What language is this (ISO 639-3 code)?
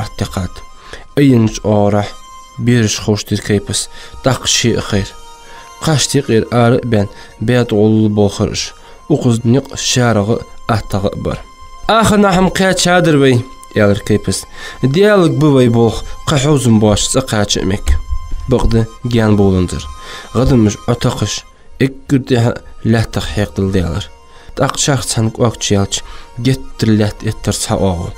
inh